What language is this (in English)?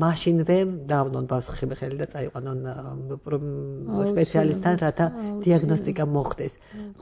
Georgian